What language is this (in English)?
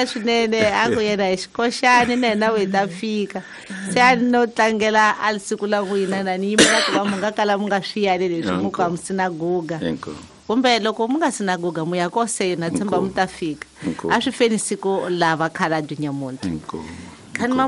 Tsonga